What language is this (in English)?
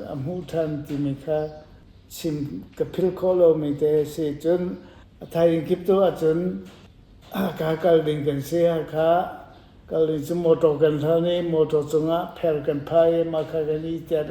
Hakha Chin